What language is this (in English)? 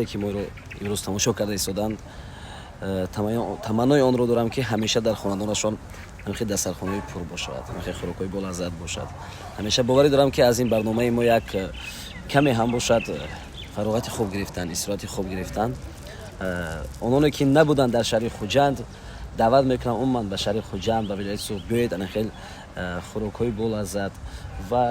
Tajik